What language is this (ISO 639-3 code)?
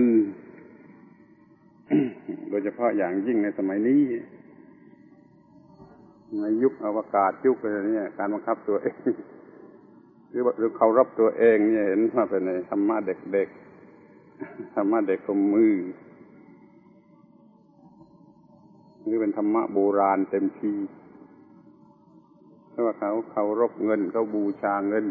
tha